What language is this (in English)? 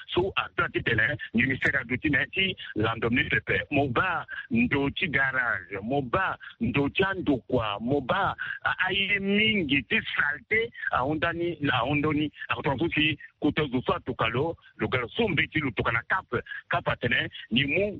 Sango